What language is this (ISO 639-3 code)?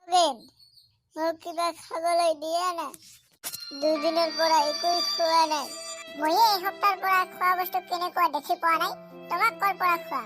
asm